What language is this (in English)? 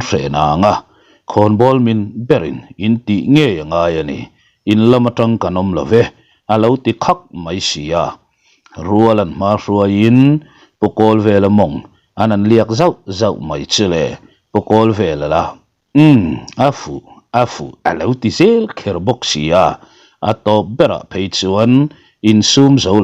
Mizo